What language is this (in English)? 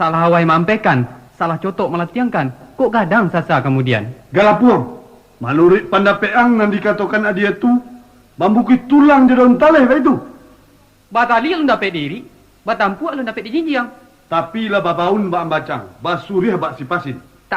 Minangkabau